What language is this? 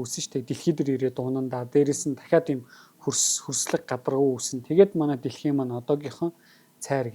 Mongolian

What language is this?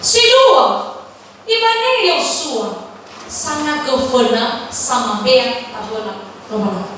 Nias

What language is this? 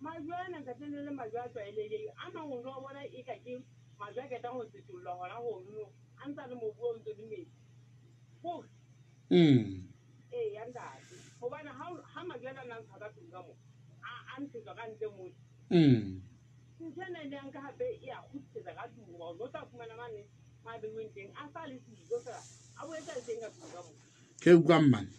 Southern Sotho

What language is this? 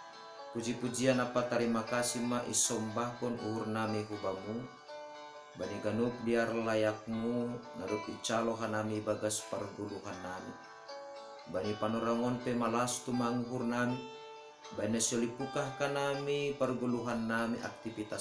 Batak Simalungun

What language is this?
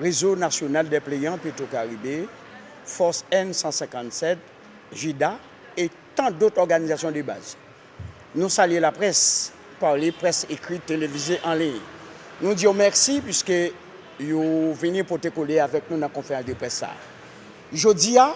Haitian Creole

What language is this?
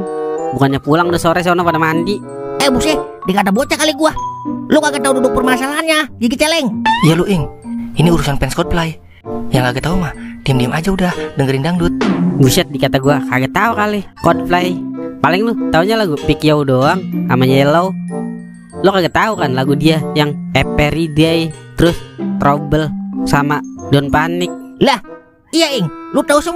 Betawi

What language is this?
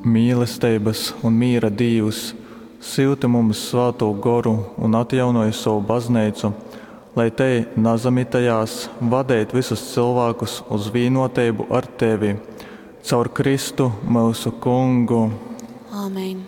Latgalian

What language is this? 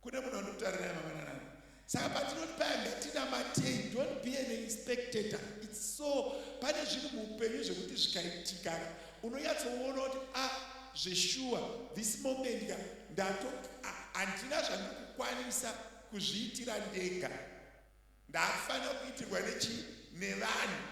Shona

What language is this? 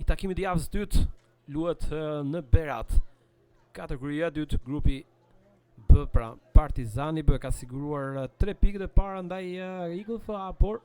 Albanian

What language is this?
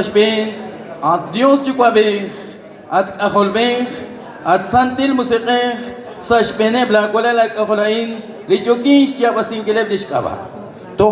Kekchí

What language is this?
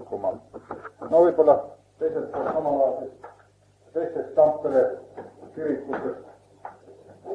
Estonian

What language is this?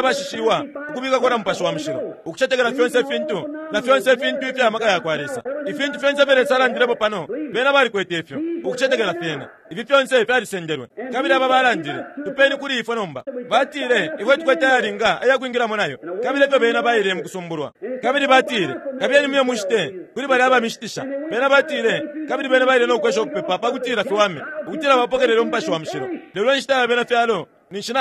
Bemba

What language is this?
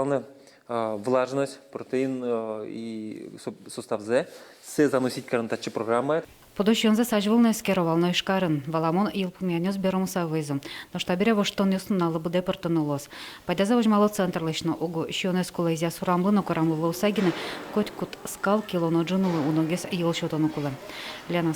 Udmurt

